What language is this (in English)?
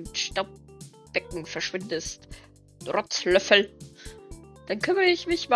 Bavarian